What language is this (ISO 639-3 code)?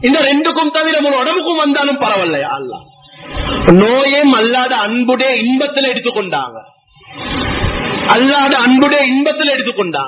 tam